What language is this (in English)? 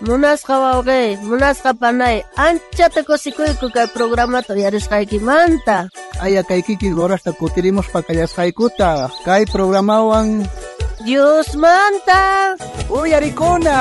South Bolivian Quechua